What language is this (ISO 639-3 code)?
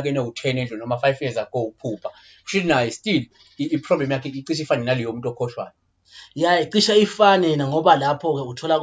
zul